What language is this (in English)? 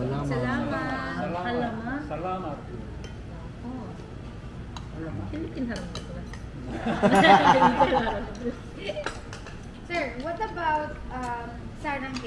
Filipino